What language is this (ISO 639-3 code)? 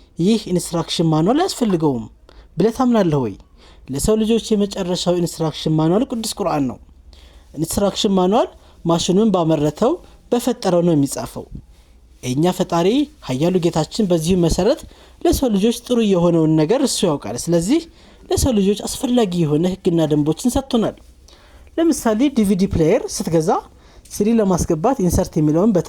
amh